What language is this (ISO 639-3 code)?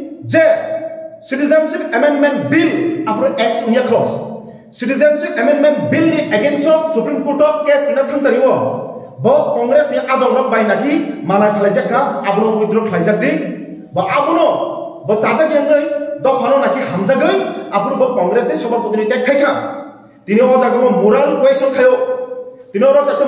trp